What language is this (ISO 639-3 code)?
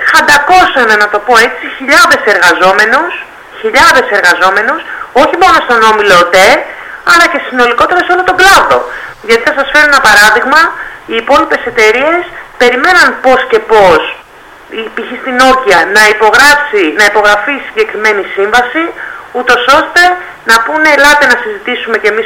ell